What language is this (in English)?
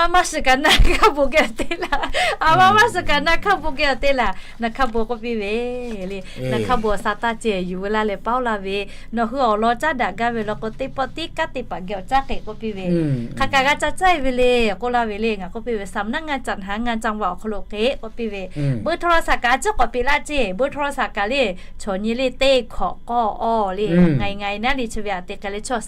Lahu